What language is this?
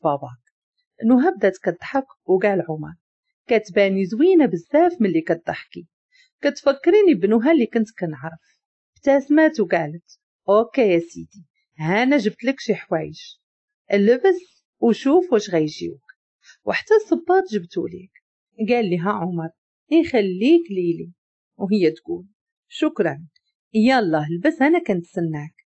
Moroccan Arabic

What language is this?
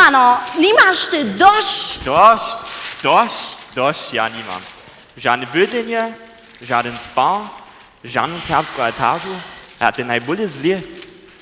Upper Sorbian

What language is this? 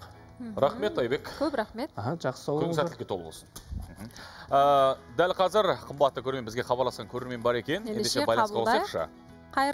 Kazakh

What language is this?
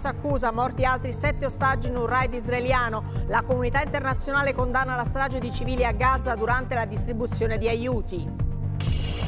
Italian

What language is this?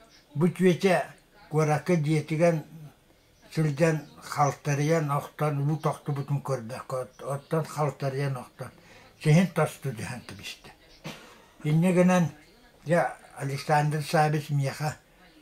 Yakut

